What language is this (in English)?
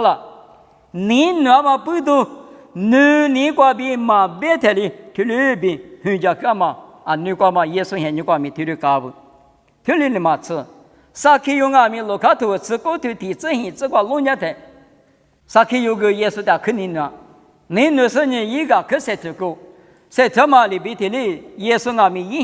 Lisu